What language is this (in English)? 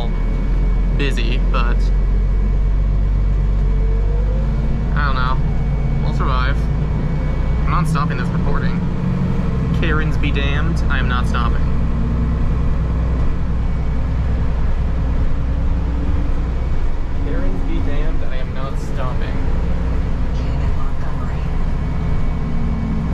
English